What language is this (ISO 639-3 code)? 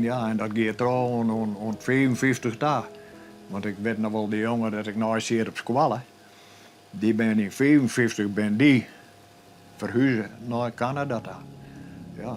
fry